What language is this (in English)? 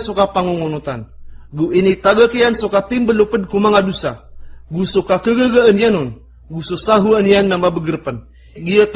Maranao